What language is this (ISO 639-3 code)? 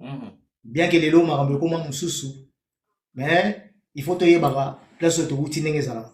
lin